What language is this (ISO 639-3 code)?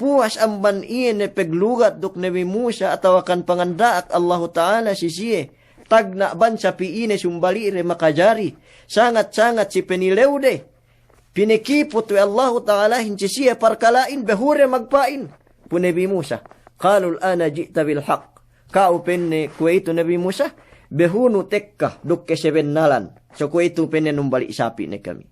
yka